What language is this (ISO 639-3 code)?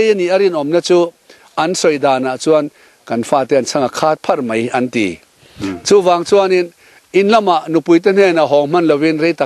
lus